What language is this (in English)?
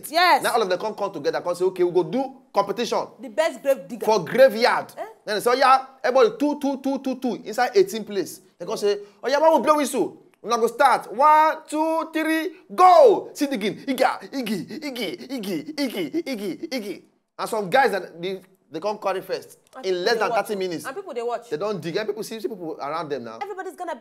Nigerian Pidgin